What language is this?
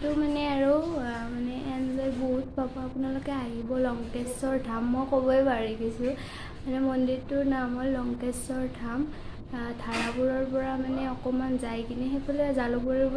Assamese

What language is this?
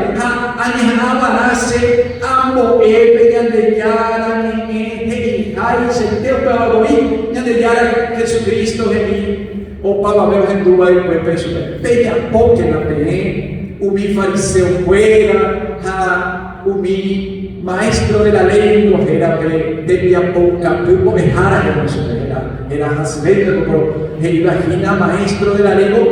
Guarani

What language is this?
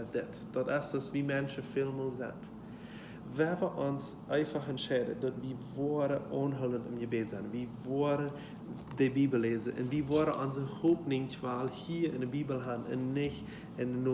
Plautdietsch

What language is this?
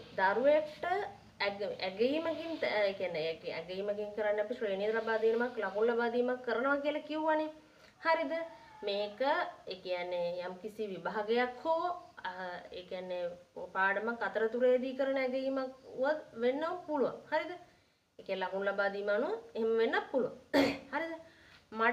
Sinhala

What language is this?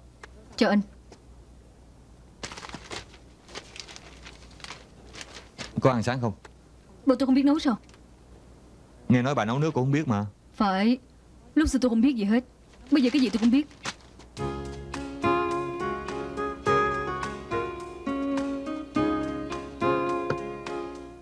Vietnamese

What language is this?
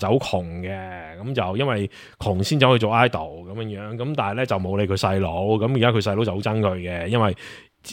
Cantonese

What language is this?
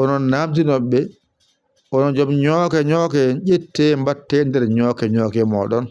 Fula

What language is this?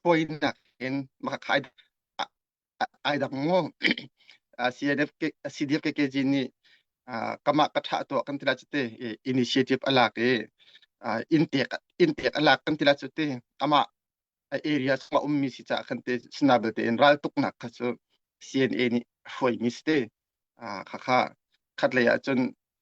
Hakha Chin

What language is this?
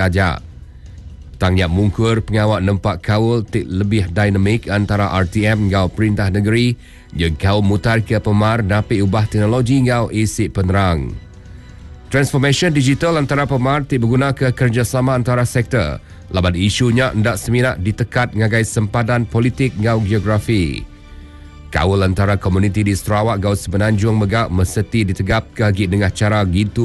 Iban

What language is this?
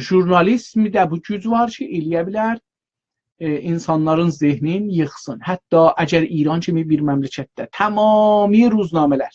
South Azerbaijani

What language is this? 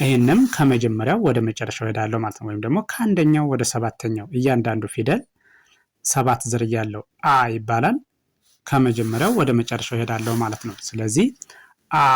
Amharic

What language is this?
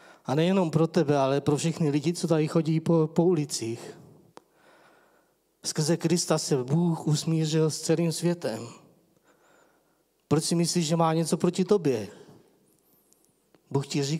Czech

